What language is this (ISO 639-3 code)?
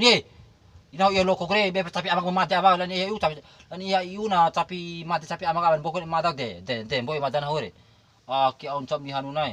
bhp